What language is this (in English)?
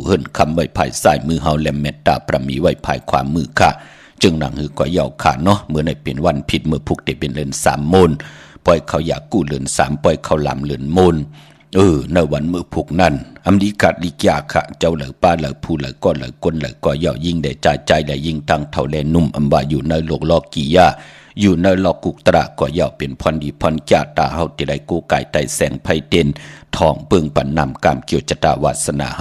Shan